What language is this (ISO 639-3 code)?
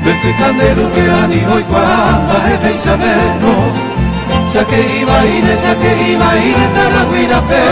grn